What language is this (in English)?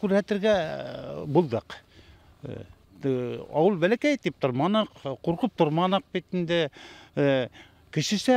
Bashkir